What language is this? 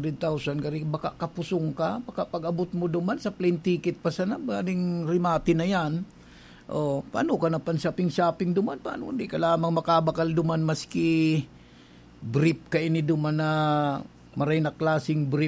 Bikol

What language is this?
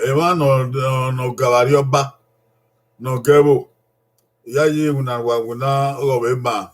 Bini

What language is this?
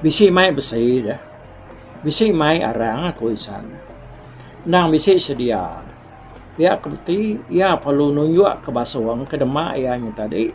Iban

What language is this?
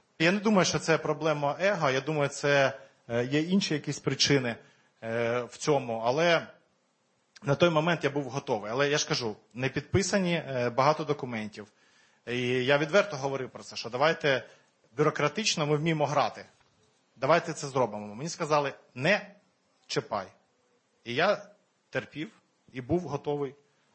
Ukrainian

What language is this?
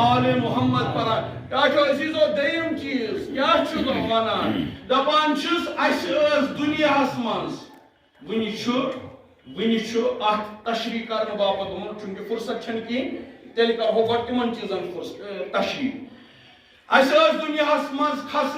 Kashmiri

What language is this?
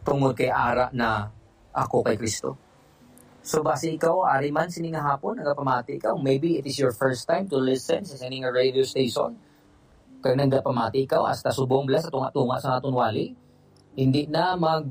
Hiligaynon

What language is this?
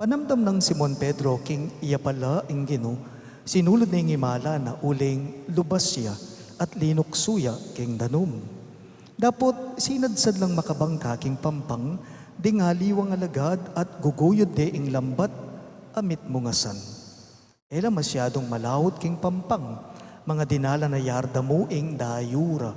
Pampanga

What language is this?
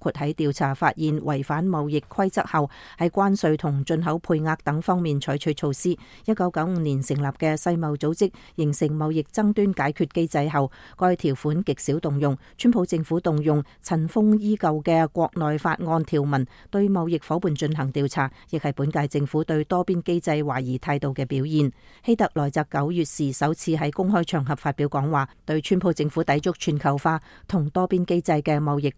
Cantonese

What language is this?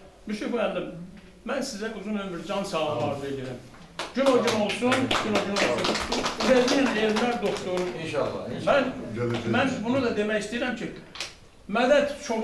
Azerbaijani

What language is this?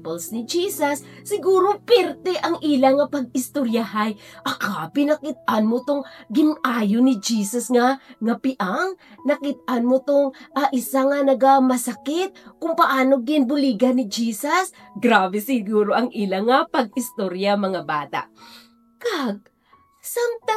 Hiligaynon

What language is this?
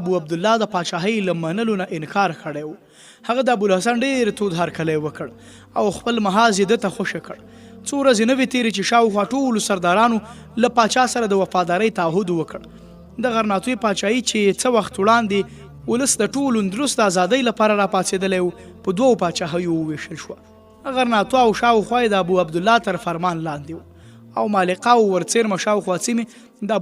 Pashto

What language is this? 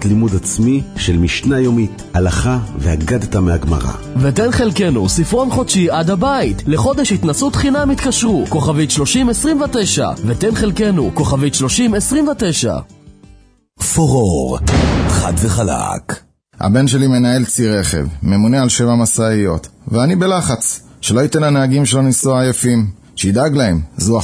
Hebrew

